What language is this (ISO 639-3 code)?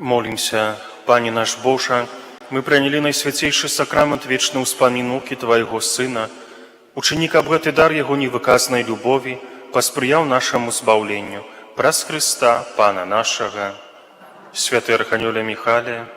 bel